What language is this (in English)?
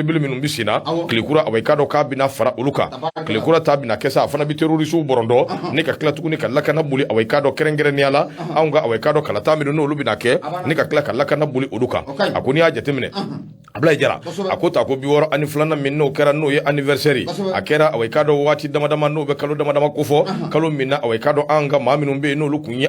Bambara